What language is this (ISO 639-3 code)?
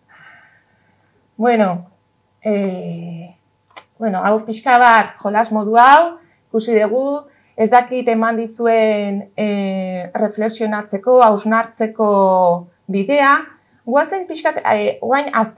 eus